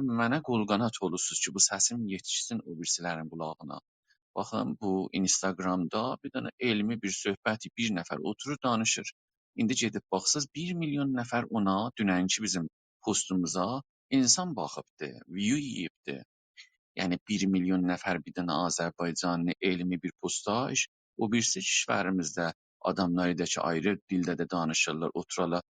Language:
South Azerbaijani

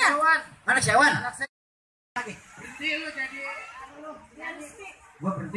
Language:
Betawi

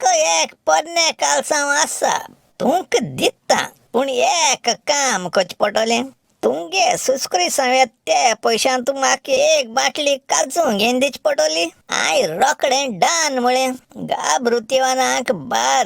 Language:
Konkani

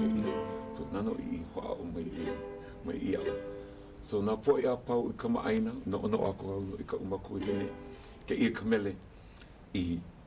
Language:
Hawaiian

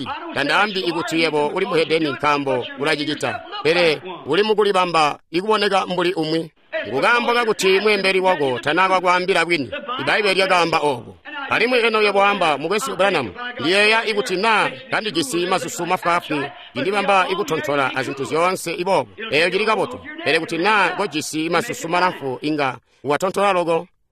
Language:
Tonga (Zambia)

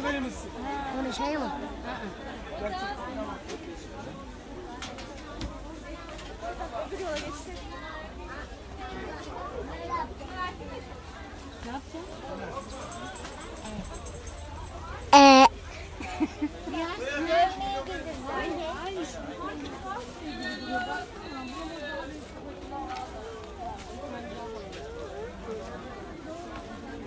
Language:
Turkish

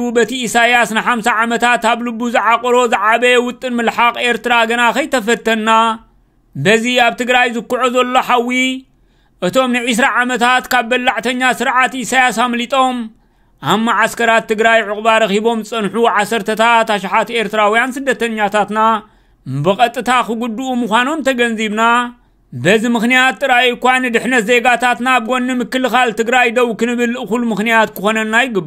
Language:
Tigrinya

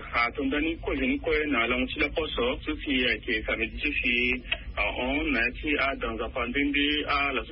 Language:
Sango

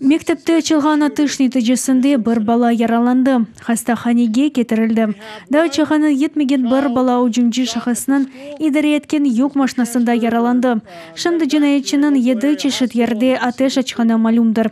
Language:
Crimean Tatar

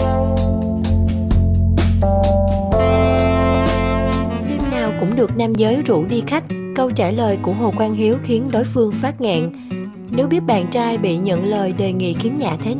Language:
Vietnamese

